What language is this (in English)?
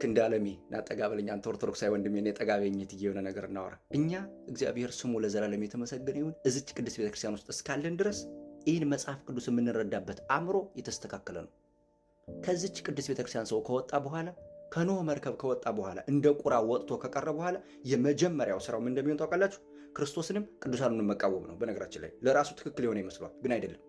Amharic